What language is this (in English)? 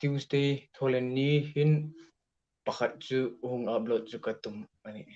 Hmar